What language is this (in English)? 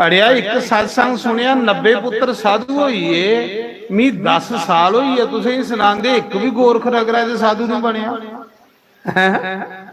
Dogri